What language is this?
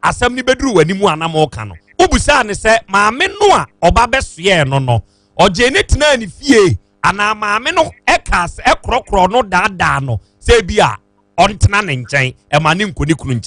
Akan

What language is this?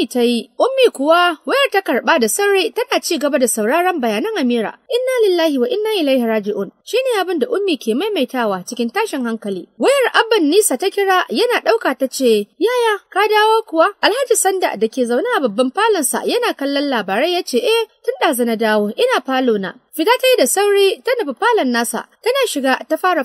Hausa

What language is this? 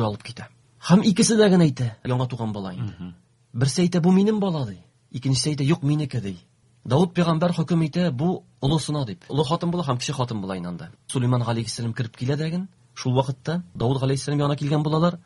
Tatar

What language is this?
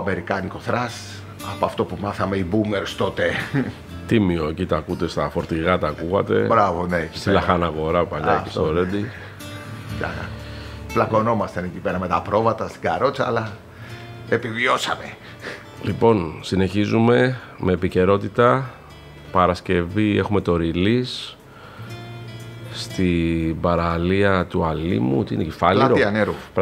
Greek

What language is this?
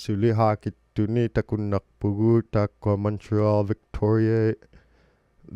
Inuktitut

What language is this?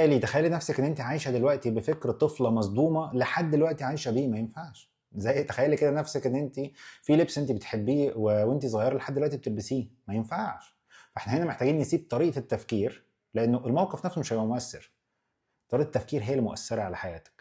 Egyptian Arabic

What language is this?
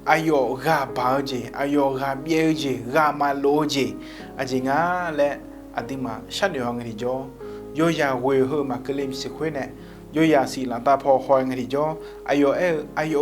Akha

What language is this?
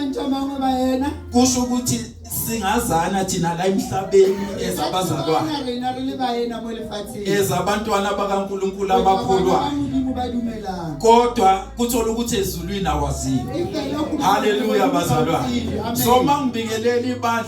Zulu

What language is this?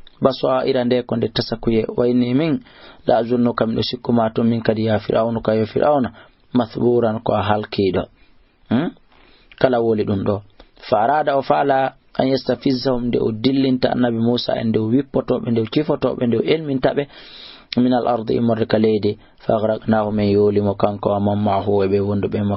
Fula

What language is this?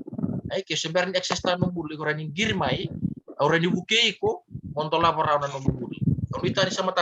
Fijian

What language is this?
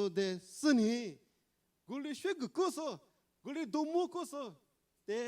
Lisu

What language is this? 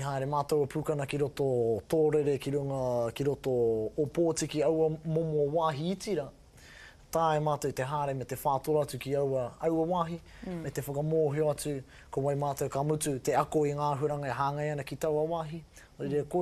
Māori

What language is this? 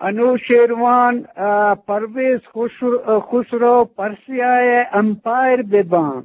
Eastern Balochi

